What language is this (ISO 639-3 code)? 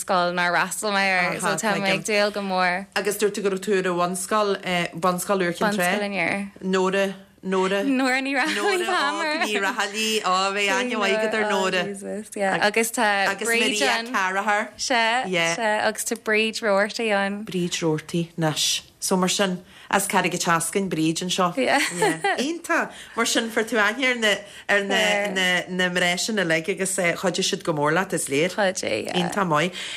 gle